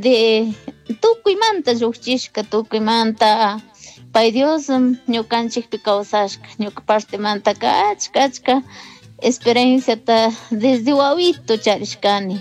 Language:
Chimborazo Highland Quichua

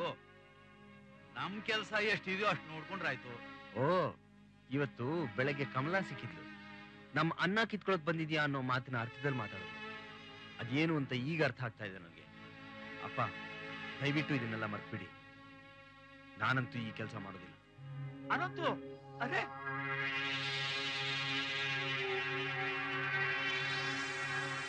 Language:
Kannada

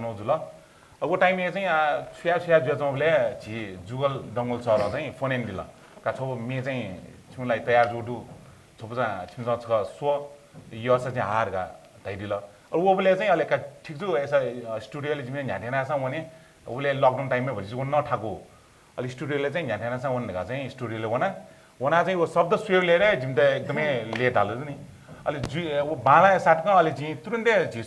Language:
Newari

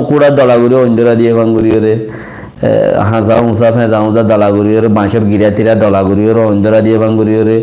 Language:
Rohingya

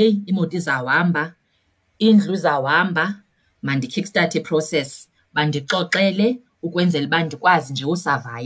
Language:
Xhosa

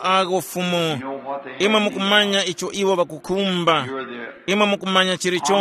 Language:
Tumbuka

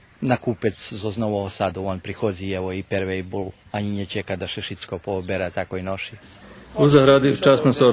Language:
Rusyn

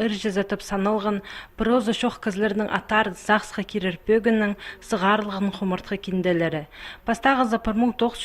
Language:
Khakas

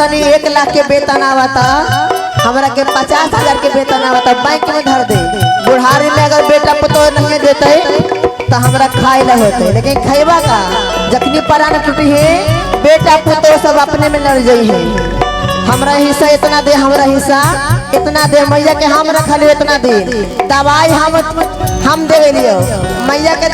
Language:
Magahi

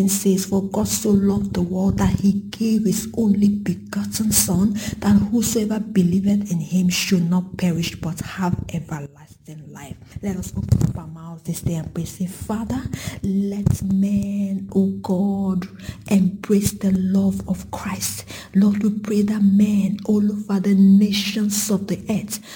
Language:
English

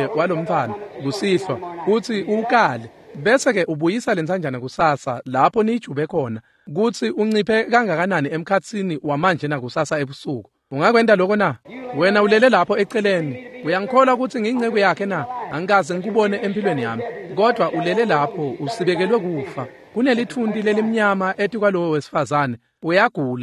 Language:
Swati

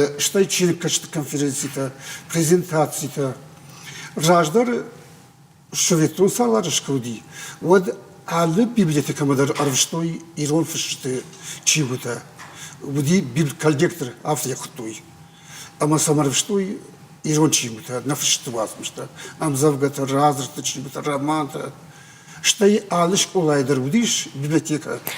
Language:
Ossetic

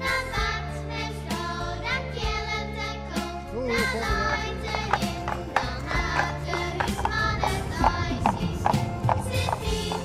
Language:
Western Frisian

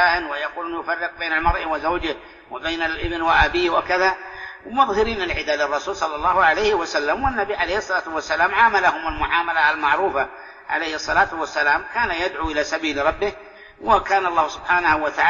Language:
Arabic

